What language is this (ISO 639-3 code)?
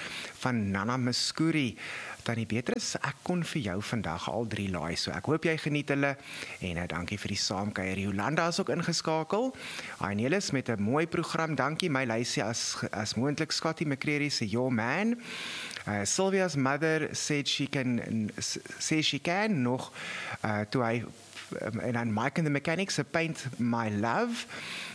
afr